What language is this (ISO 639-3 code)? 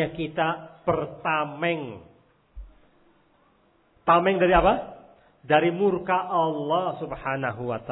ind